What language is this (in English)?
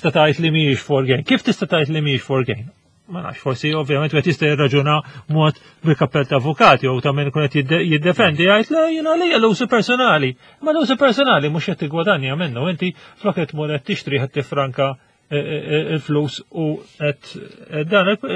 Maltese